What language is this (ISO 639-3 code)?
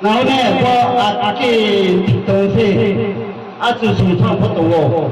ria